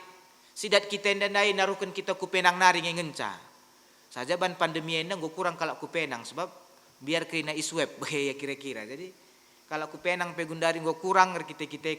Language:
Batak Karo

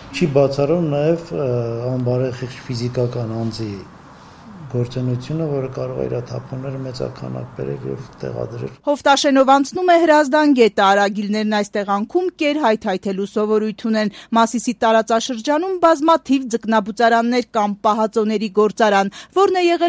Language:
Armenian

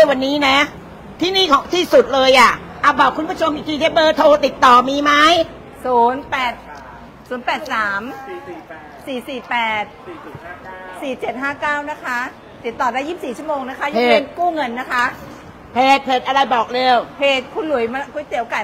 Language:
Thai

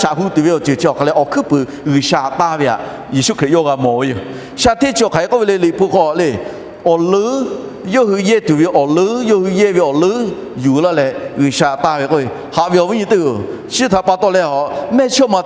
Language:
Lahu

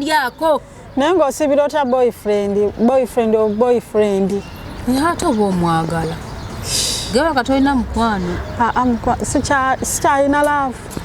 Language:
Ganda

